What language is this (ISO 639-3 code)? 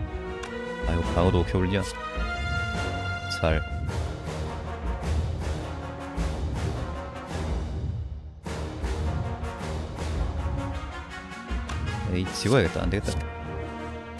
kor